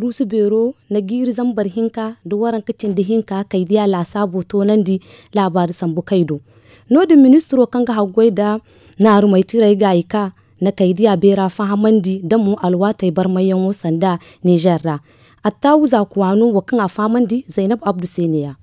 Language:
Zarma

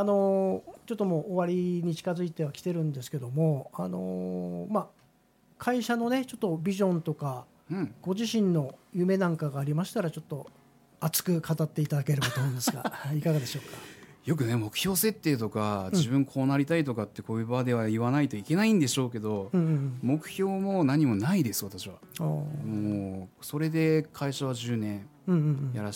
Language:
Japanese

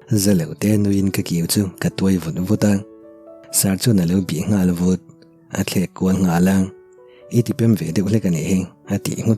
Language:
Mizo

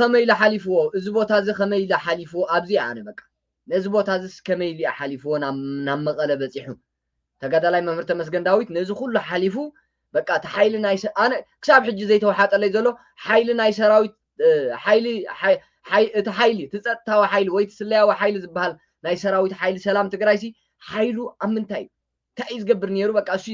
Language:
Tigrinya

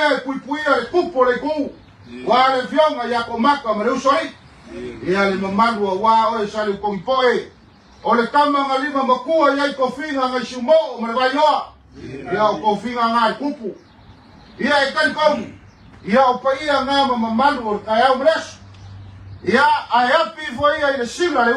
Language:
Samoan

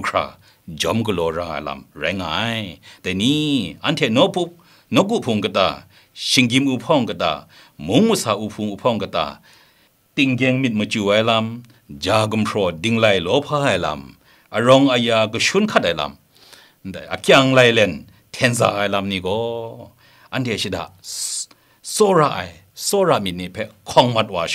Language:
Kachin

